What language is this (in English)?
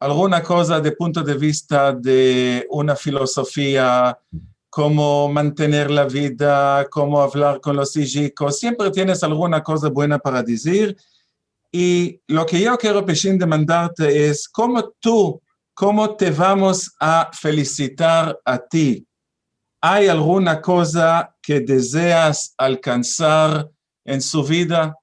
Ladino